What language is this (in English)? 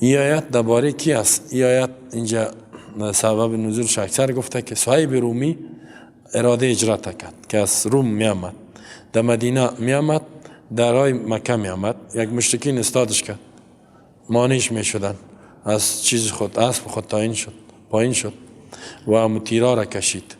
Persian